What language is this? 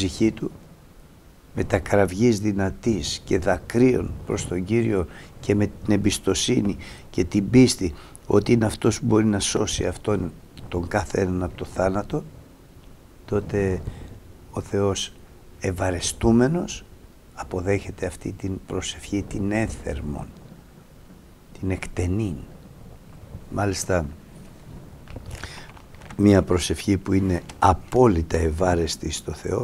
Greek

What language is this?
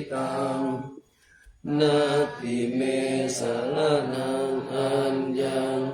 Pali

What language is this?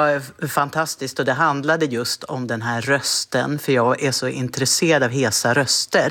Swedish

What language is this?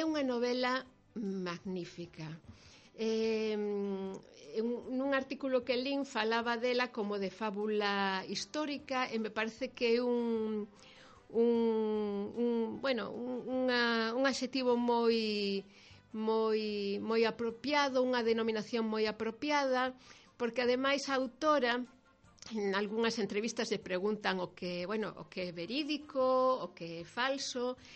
Galician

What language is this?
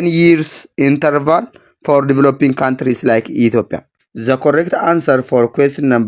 English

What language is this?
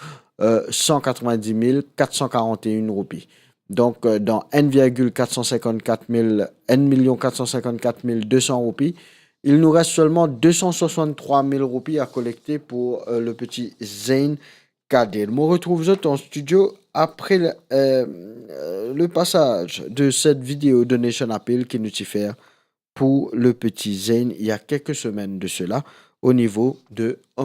Morisyen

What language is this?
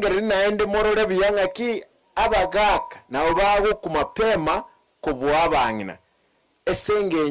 Gusii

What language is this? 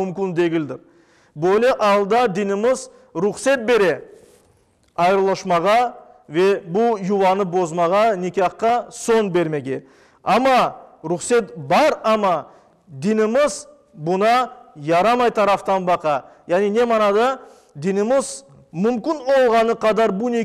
Crimean Tatar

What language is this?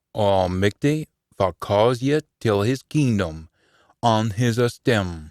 Scots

